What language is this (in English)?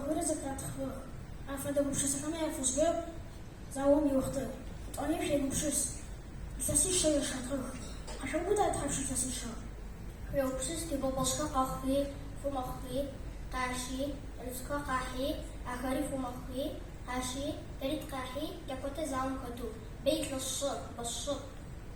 Adyghe